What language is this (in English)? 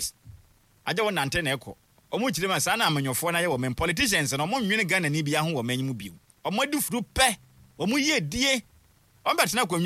Akan